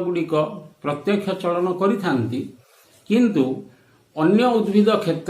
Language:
Odia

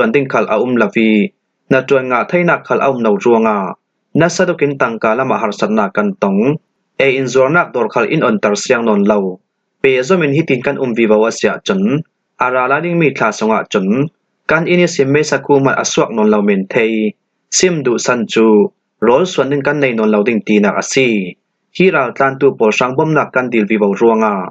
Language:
Falam Chin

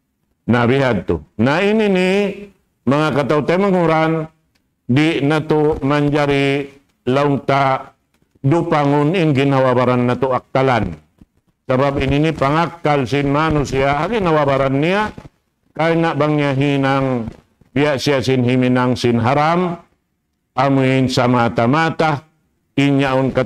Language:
Tausug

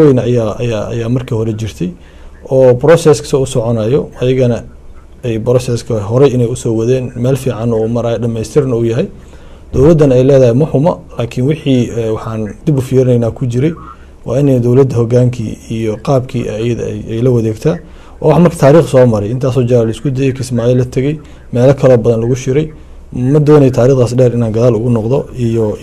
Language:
Somali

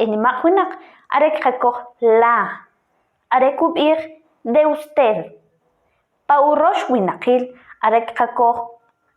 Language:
Kʼicheʼ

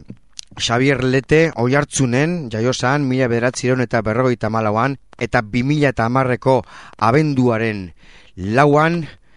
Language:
Basque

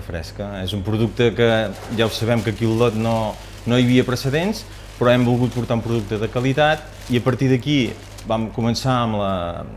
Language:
Catalan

